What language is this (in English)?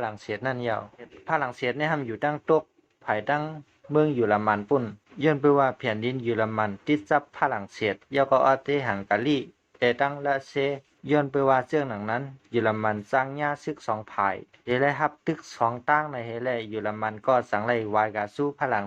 Shan